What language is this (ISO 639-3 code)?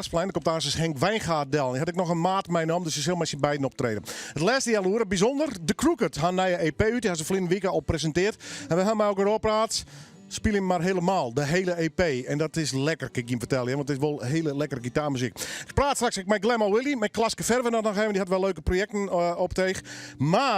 fry